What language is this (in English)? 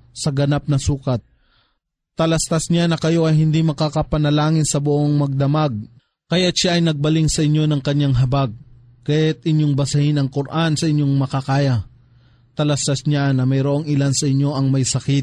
Filipino